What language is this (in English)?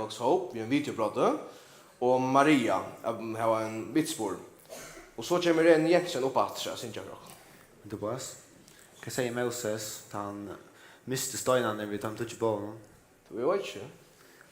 Faroese